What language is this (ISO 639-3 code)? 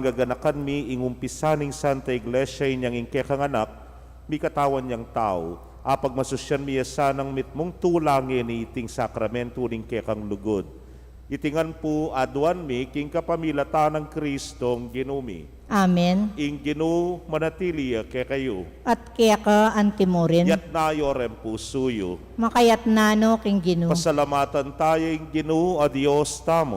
pam